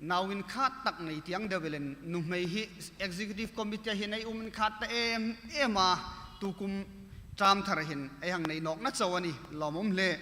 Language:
Hmar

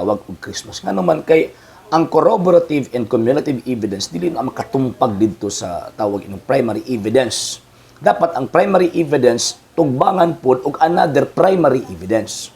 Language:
Cebuano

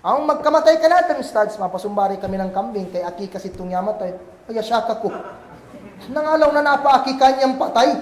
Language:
Kagan Kalagan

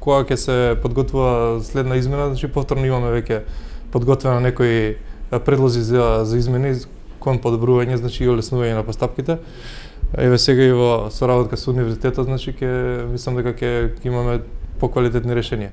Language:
Macedonian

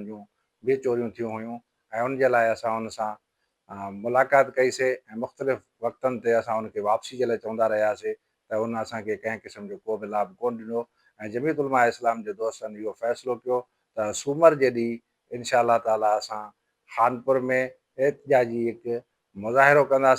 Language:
Sindhi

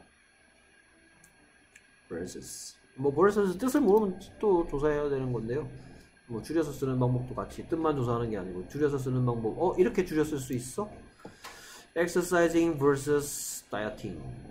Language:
Korean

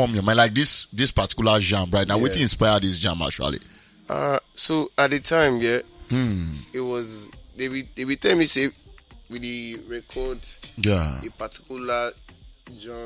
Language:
Nigerian Pidgin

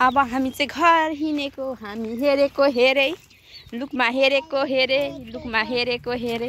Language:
Nepali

